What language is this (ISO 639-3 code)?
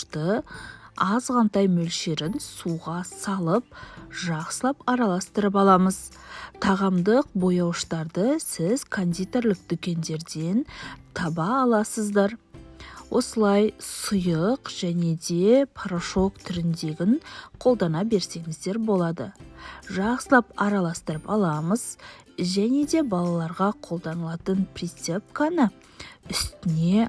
kaz